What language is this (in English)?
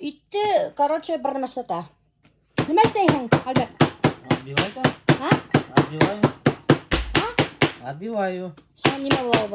Bashkir